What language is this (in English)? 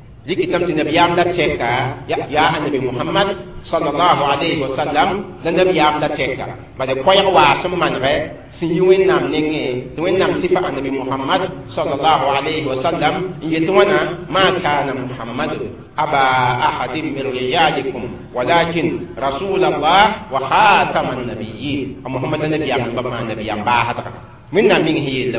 Mossi